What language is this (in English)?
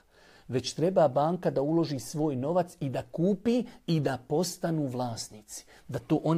Bosnian